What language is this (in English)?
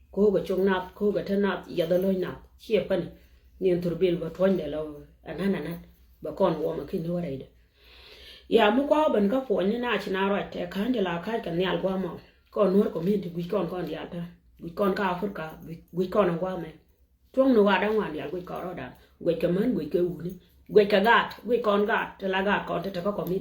Nuer